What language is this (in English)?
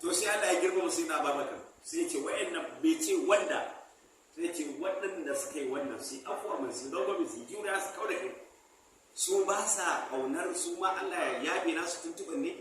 Hausa